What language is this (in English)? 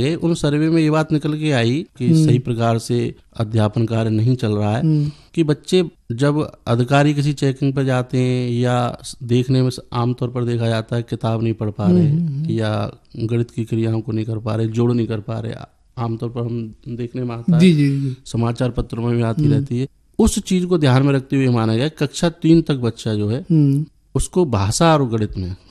Hindi